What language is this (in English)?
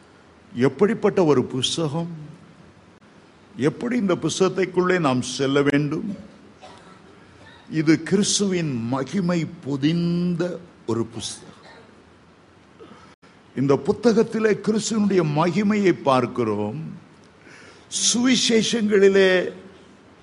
Tamil